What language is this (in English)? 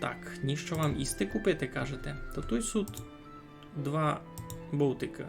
Rusyn